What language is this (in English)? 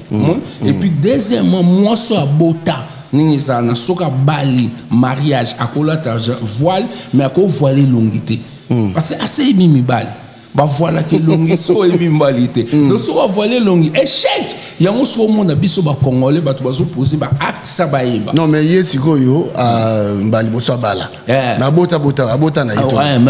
Lingala